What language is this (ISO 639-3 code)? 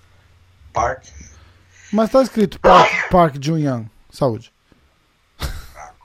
por